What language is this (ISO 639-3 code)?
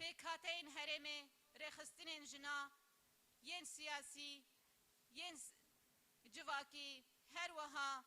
kur